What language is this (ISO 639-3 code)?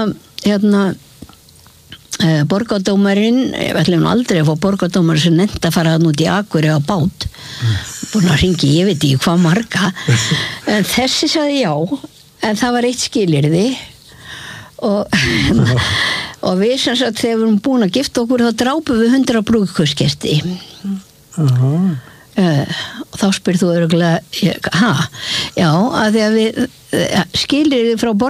isl